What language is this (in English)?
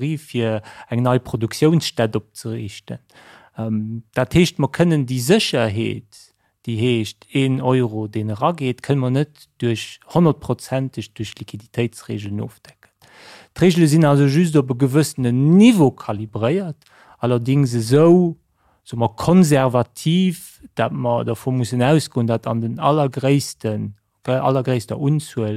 Luxembourgish